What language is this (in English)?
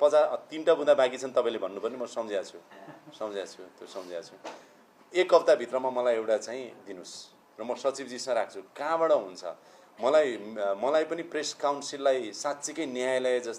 Nepali